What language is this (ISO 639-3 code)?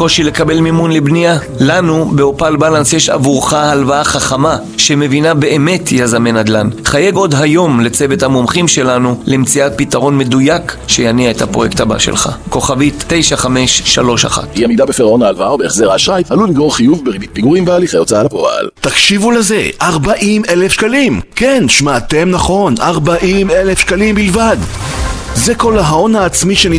heb